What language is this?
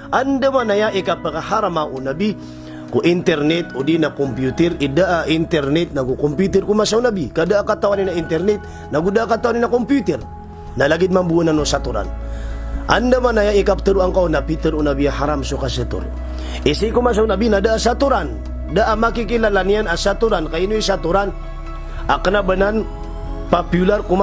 Maranao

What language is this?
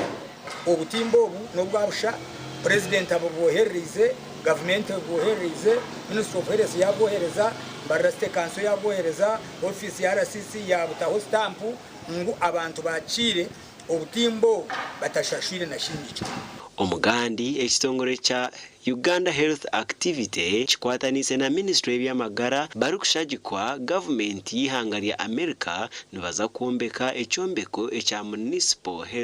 Nyankole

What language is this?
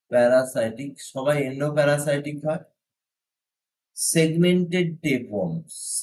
Bangla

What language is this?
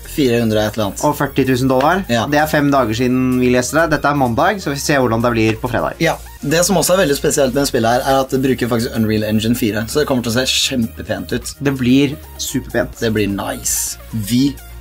Norwegian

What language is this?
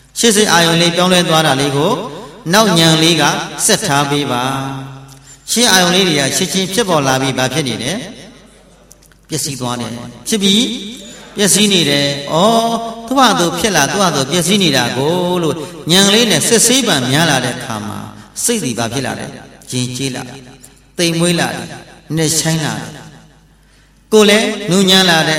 Burmese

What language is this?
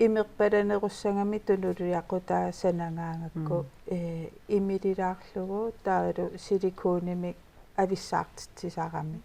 Kalaallisut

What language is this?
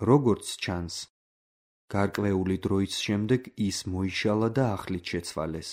Georgian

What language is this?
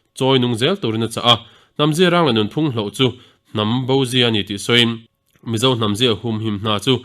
Mizo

